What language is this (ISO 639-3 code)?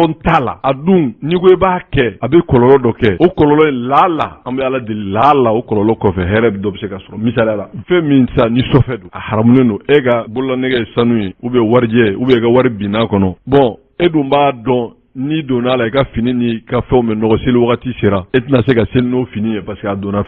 bam